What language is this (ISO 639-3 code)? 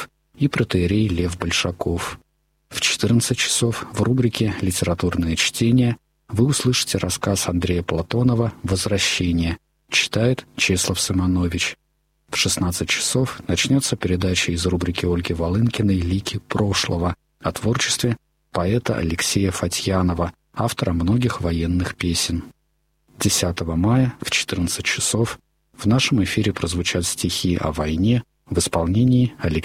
rus